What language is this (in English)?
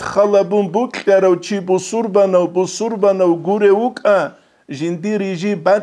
Avaric